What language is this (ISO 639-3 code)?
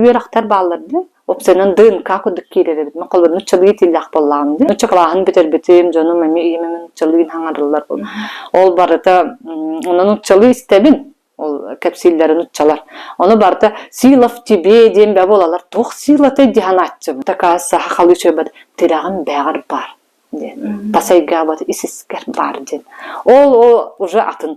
sah